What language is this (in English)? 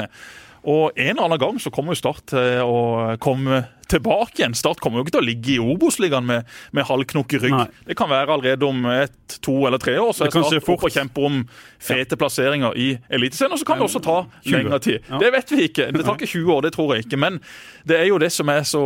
Norwegian